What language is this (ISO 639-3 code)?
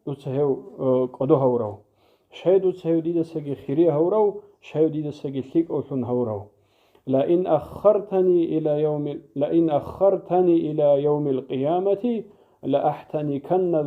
ava